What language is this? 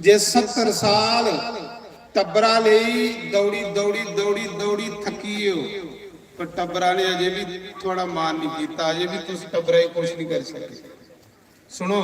Dogri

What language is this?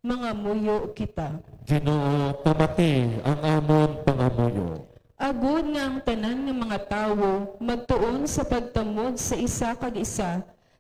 Hiligaynon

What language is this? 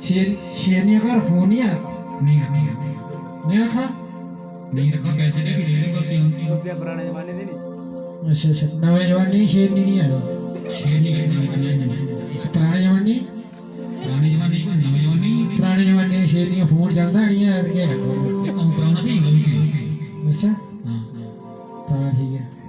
Dogri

